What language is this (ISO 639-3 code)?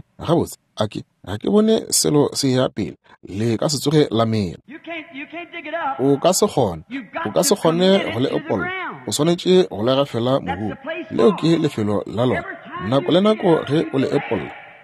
nso